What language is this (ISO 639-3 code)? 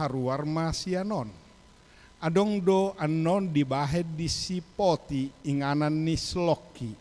bbc